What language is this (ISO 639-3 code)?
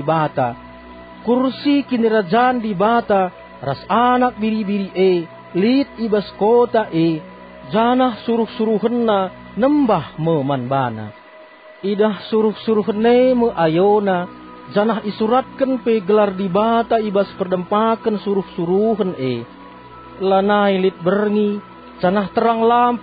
btx